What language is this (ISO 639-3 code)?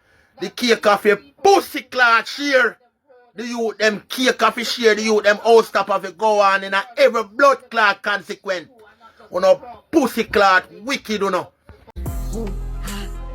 jam